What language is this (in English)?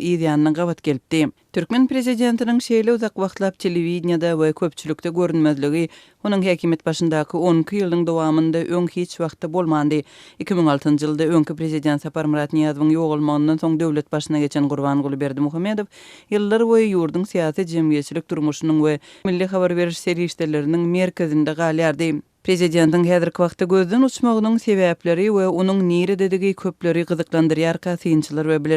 Turkmen